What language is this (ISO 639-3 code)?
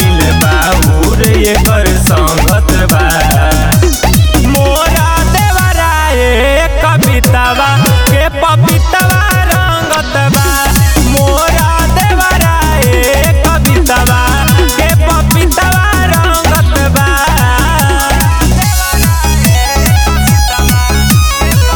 bho